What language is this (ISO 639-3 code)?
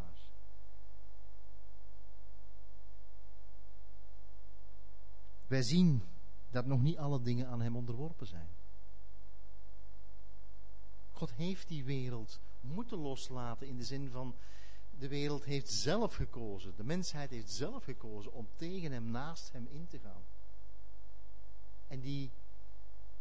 nld